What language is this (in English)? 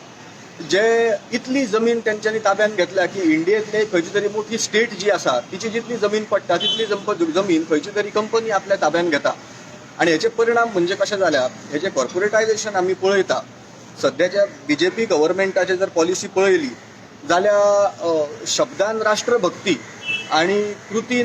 Konkani